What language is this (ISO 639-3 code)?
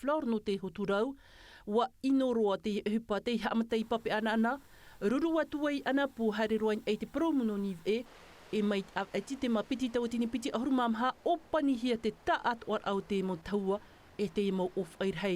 tah